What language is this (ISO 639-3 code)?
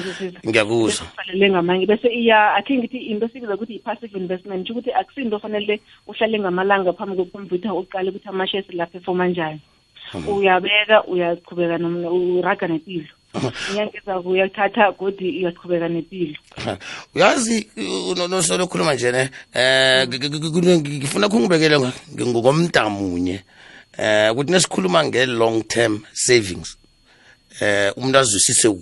nbl